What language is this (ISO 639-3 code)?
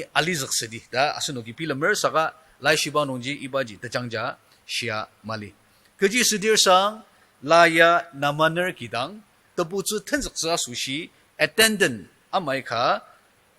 njo